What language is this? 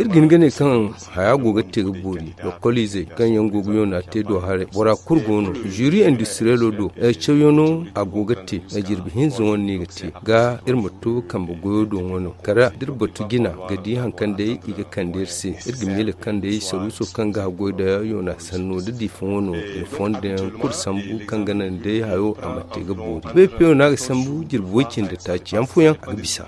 Zarma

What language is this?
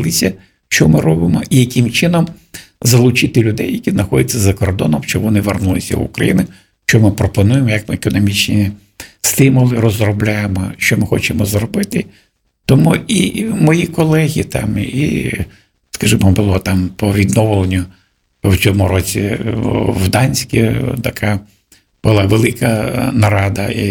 Ukrainian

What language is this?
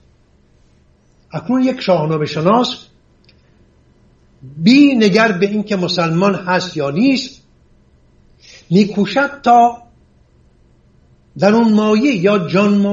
Persian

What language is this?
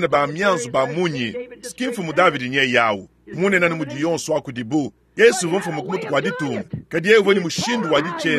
Luba-Lulua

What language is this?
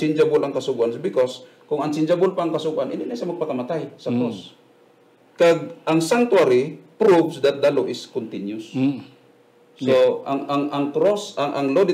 Hiligaynon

